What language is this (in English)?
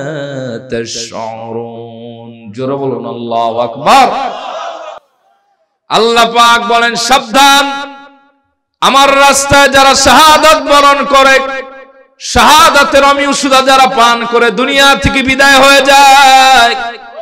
Bangla